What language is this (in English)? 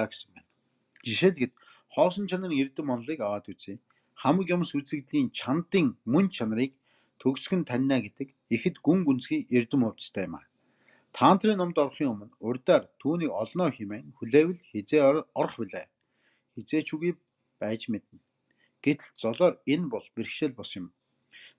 Mongolian